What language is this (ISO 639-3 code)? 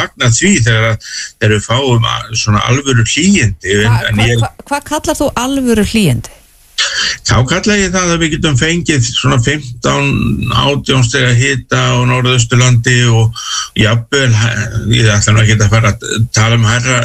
isl